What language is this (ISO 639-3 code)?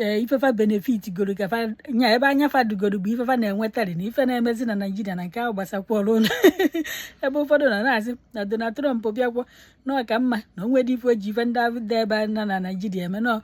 ibo